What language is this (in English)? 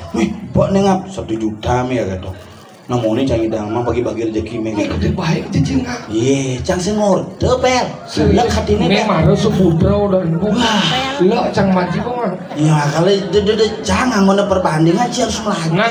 Balinese